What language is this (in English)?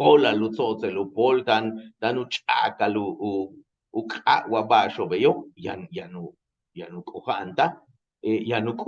Yucateco